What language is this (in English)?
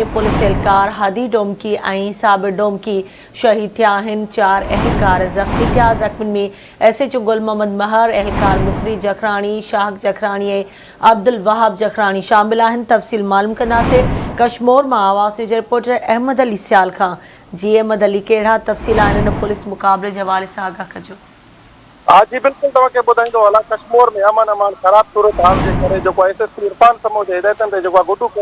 Sindhi